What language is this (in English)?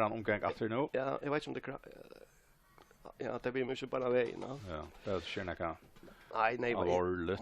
Faroese